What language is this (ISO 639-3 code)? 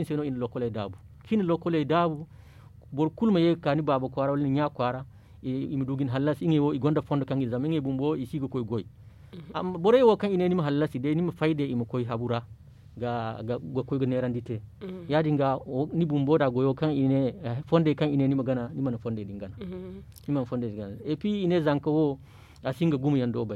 dje